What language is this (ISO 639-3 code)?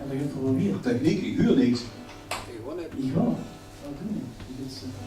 lim